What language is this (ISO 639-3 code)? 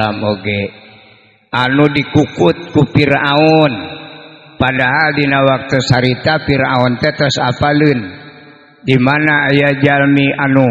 sun